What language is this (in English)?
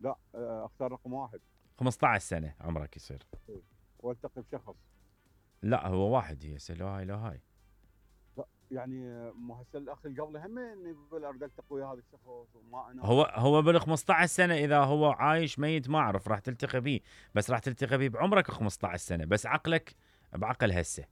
Mesopotamian Arabic